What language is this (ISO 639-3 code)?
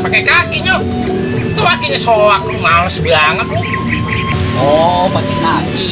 bew